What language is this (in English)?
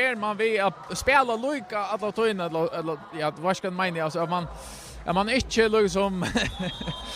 Faroese